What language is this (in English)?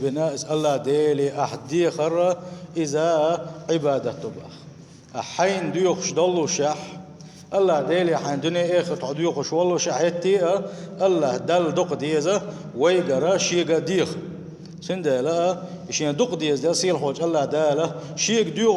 Chechen